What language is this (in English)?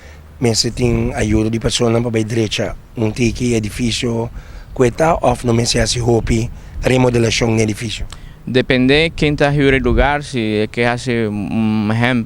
Papiamento